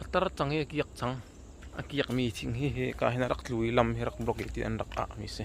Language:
Hakha Chin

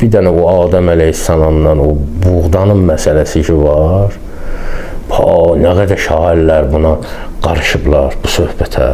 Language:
Azerbaijani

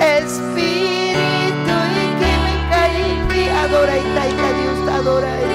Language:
Ayacucho Quechua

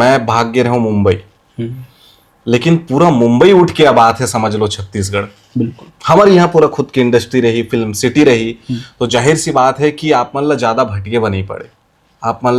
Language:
Chhattisgarhi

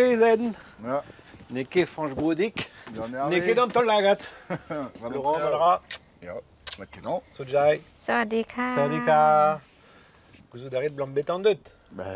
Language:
Breton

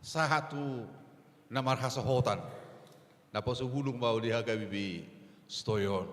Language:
Batak Toba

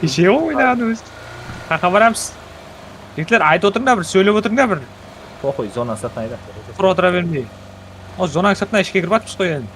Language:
Kara-Kalpak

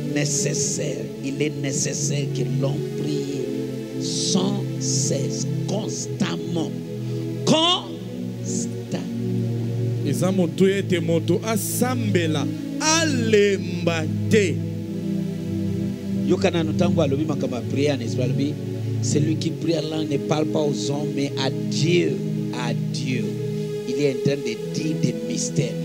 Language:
French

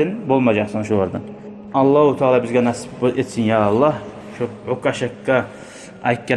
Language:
Kumyk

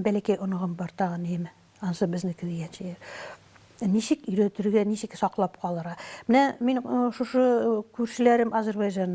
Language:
Tatar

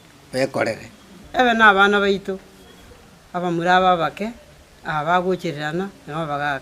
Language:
Gusii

